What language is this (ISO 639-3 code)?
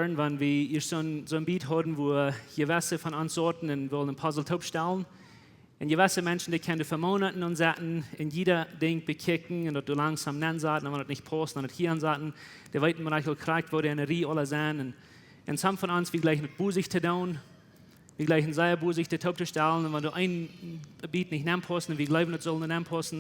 pdt